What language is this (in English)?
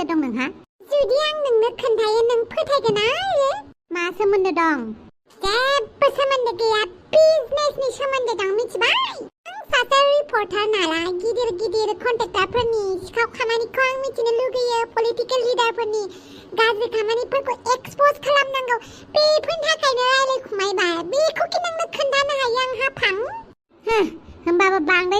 Bodo